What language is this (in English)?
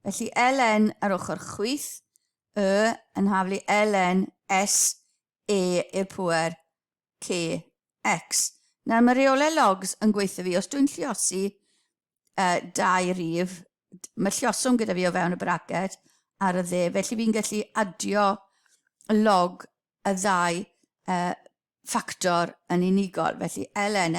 Welsh